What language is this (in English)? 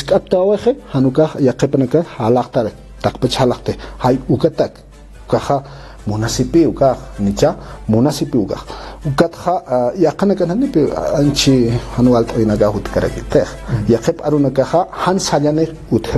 Aymara